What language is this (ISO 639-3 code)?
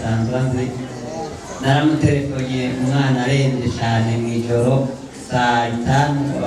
run